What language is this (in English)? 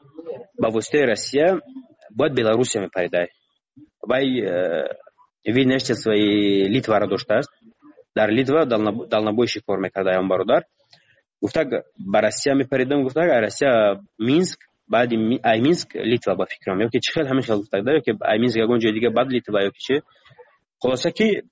Tajik